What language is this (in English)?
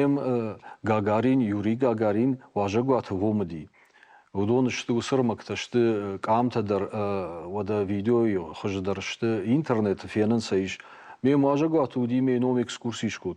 Ossetic